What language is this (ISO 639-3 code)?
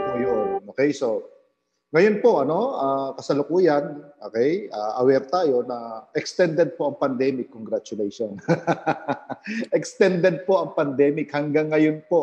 fil